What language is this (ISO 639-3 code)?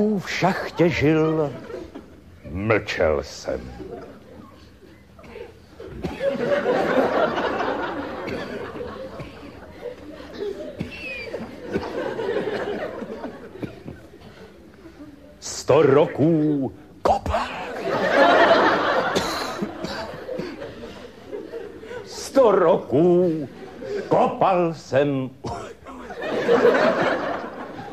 ces